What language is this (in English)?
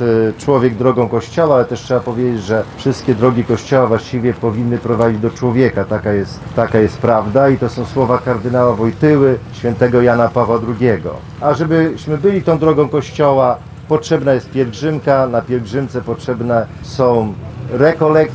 Polish